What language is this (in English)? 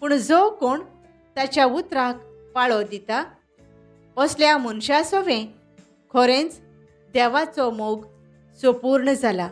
Konkani